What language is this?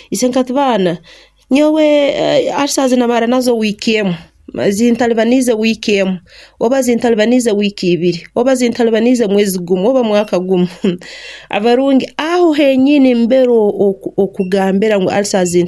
Nyankole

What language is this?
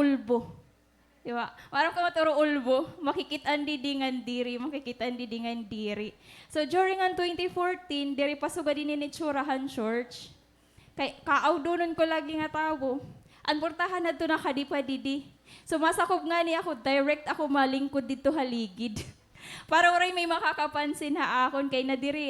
Waray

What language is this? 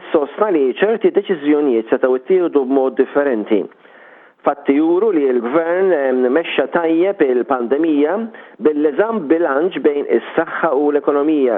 Maltese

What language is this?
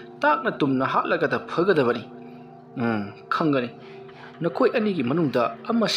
Manipuri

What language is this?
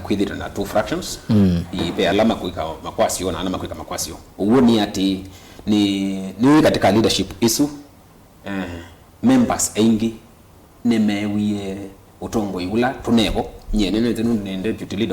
Kamba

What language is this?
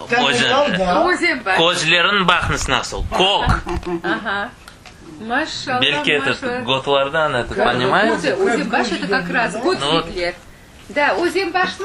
Crimean Tatar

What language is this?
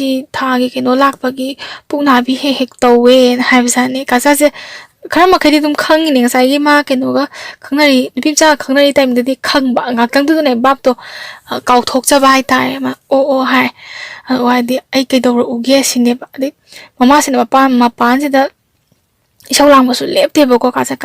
Manipuri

